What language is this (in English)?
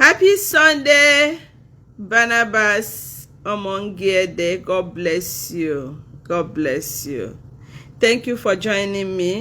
Igbo